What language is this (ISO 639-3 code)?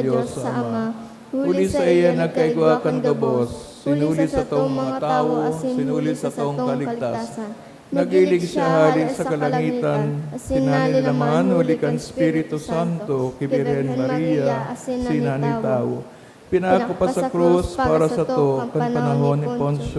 bik